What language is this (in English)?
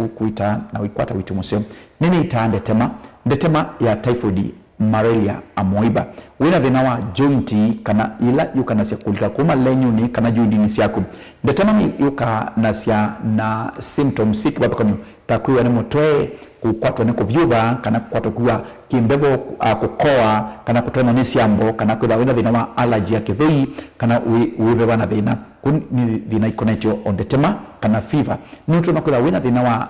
Kamba